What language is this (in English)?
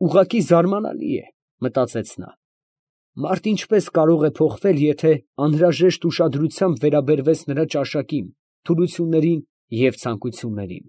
Armenian